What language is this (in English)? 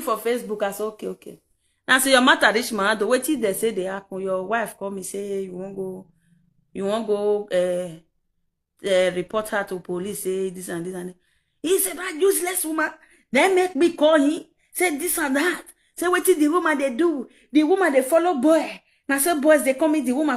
Nigerian Pidgin